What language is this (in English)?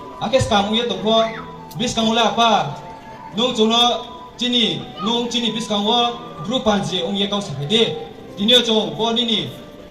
Riang (India)